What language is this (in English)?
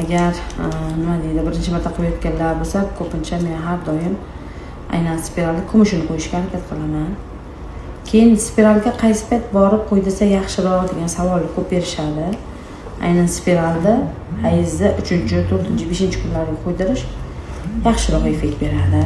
Uzbek